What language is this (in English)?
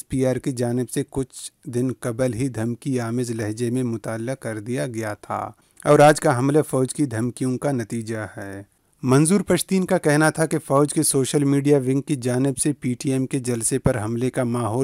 Urdu